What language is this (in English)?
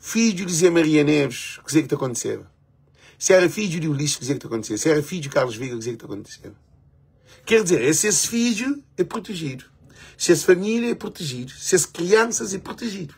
Kabuverdianu